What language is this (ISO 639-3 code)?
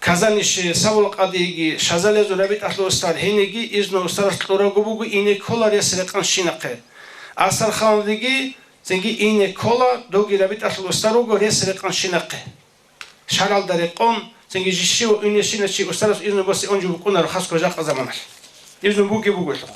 ava